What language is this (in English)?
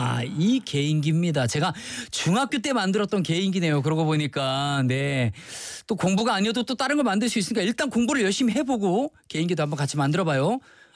Korean